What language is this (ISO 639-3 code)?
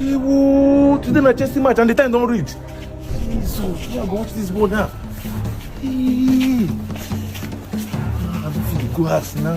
pcm